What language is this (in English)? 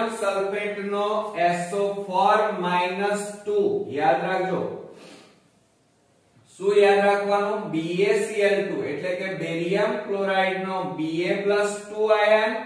Gujarati